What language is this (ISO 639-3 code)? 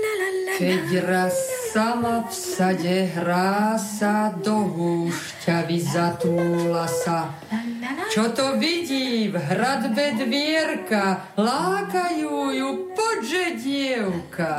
slk